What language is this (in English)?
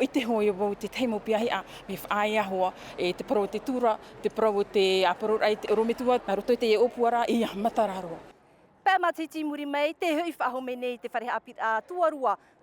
Tahitian